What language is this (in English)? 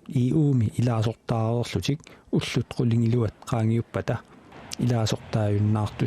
Kalaallisut